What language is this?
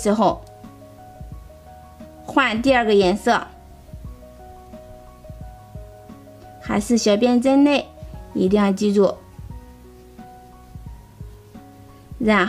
Chinese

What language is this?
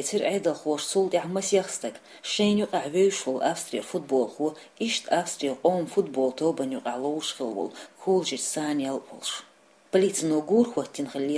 Chechen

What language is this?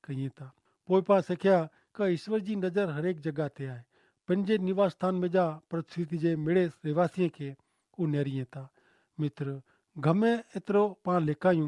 Kachhi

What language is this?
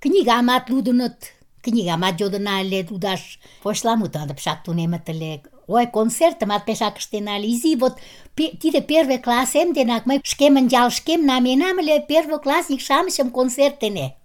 Mari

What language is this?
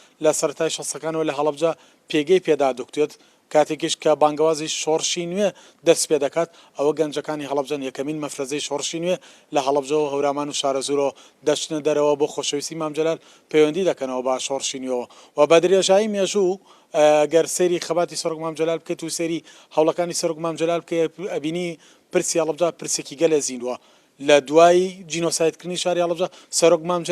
Central Kurdish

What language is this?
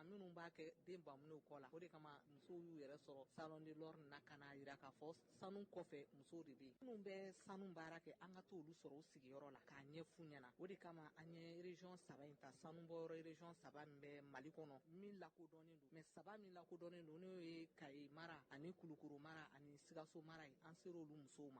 Bambara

